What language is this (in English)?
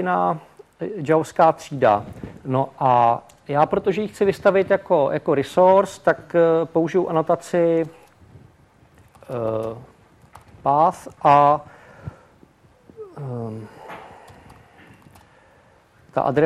Czech